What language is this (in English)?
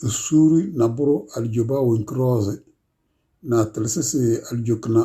Tem